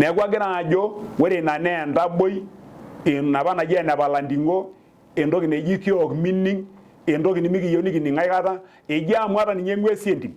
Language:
Masai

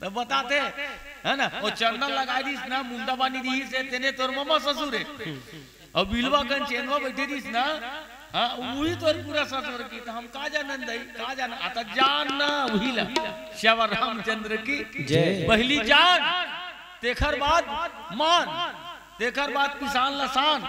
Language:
Chhattisgarhi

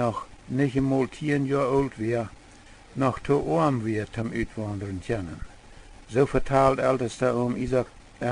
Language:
Plautdietsch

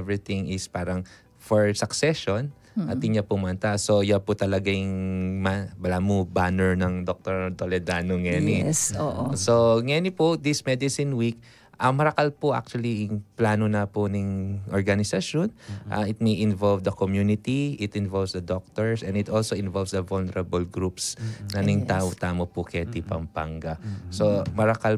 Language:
Pampanga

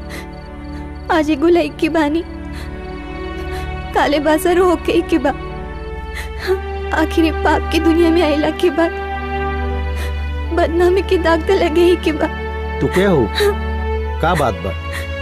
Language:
Bhojpuri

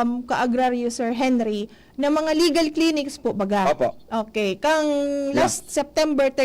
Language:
Bikol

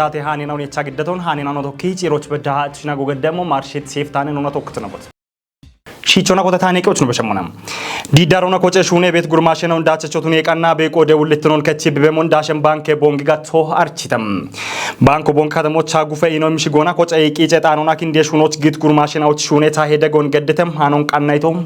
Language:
Kafa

